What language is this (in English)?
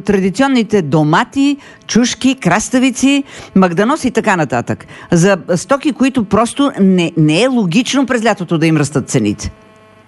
Bulgarian